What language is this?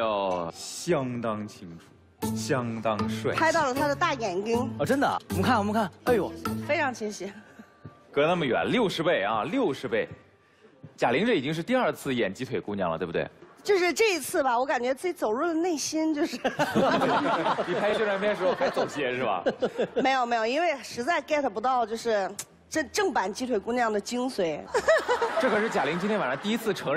Chinese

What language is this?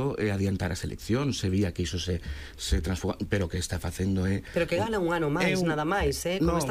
Galician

